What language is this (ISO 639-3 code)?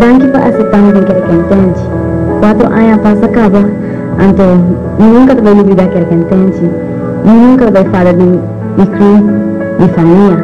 pap